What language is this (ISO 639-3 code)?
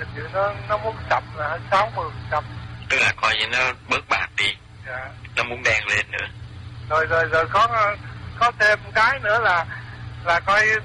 vie